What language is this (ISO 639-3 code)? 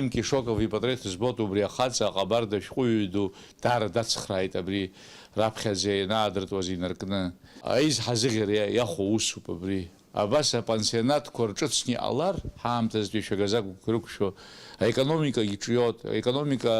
abk